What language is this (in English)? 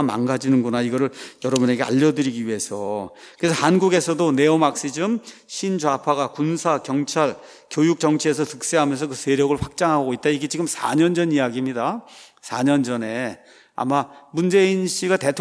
Korean